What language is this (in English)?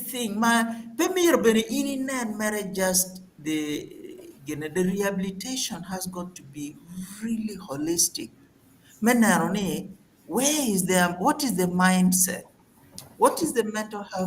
Acoli